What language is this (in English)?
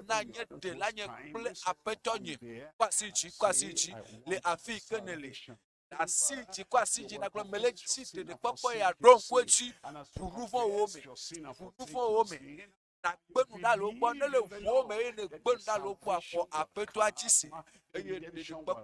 Ewe